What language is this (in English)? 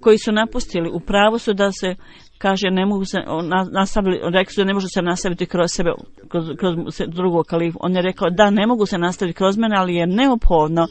Bosnian